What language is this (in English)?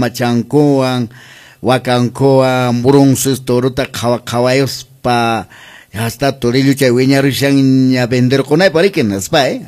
Quechua